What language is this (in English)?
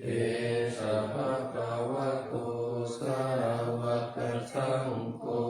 Pali